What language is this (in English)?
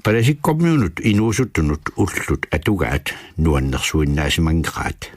Kalaallisut